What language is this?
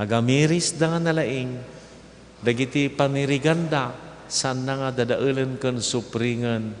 Iloko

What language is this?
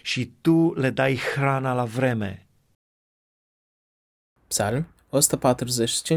Romanian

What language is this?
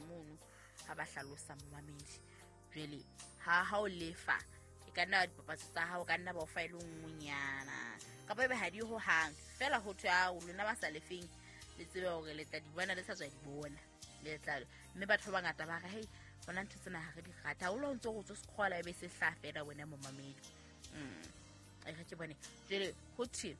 Southern Sotho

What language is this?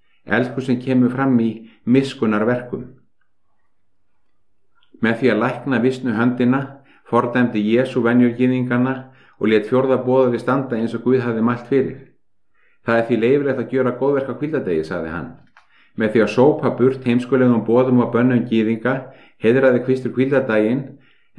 Icelandic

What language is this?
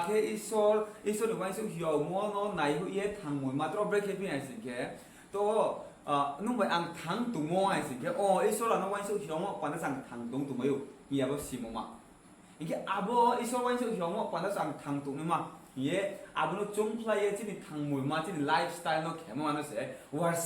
Riang (India)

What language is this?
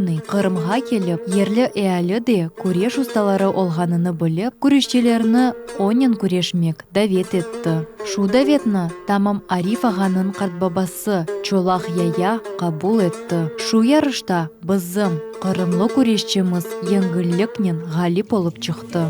Crimean Tatar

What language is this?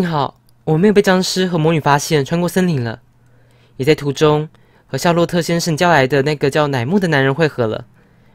Chinese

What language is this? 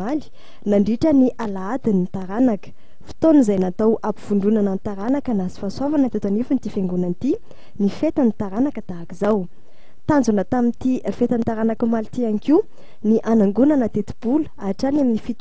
Malagasy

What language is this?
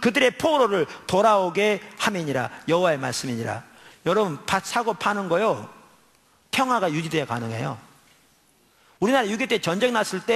Korean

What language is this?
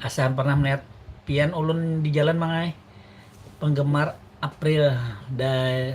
Banjar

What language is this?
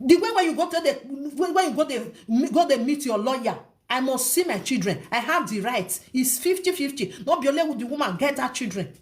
Nigerian Pidgin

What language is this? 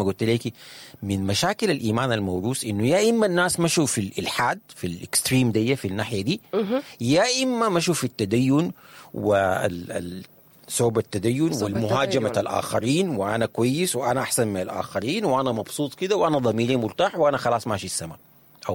Sudanese Arabic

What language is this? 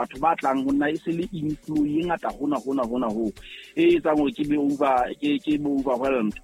Southern Sotho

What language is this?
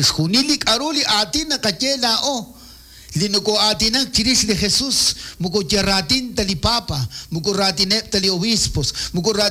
Kekchí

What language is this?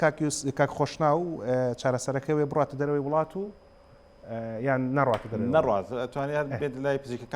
Central Kurdish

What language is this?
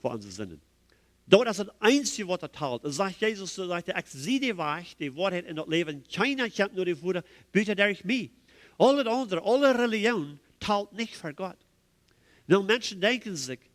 Plautdietsch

